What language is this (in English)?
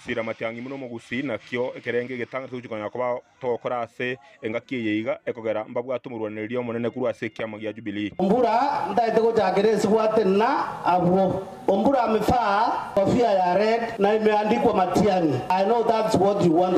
Gusii